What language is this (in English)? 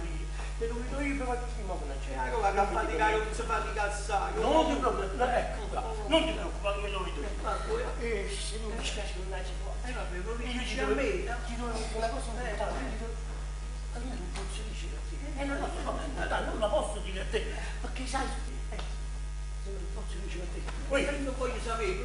Neapolitan